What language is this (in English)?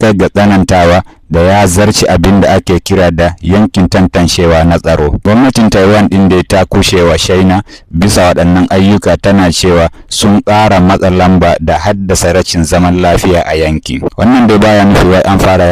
Hausa